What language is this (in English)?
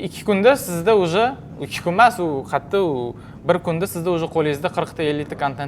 Uzbek